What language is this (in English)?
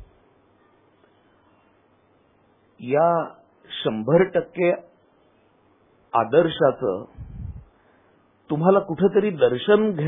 Marathi